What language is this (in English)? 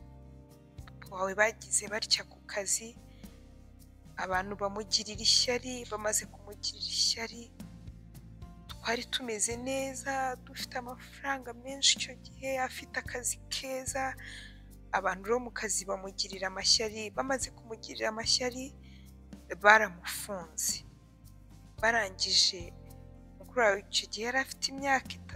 Kinyarwanda